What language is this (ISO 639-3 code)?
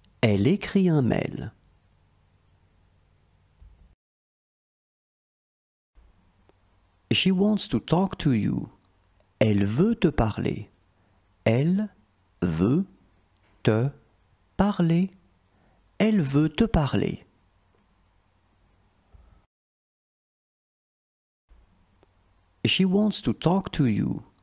fra